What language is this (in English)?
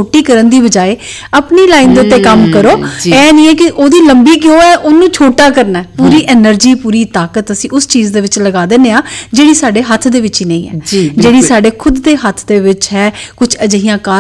Punjabi